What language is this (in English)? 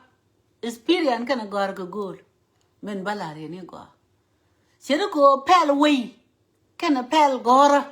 Nuer